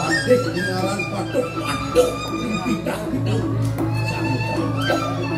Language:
Balinese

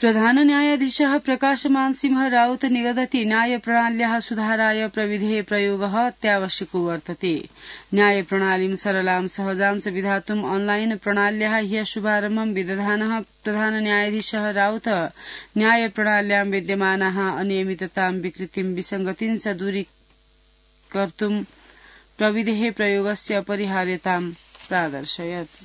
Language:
Sanskrit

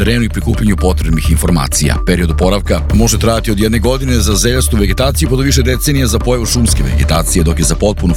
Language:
Serbian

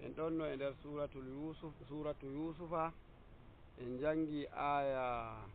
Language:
Nigerian Fulfulde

